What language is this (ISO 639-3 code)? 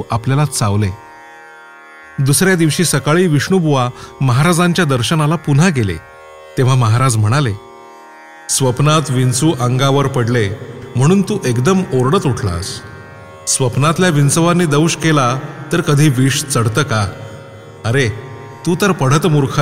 mar